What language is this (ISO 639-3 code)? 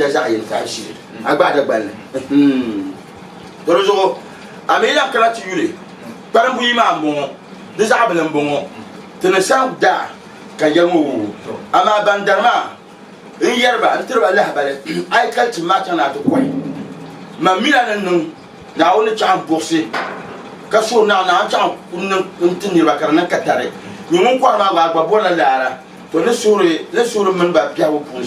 dag